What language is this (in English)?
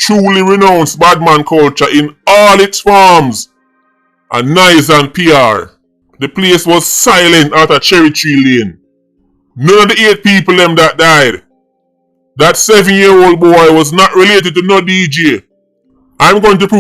Jamaican Creole English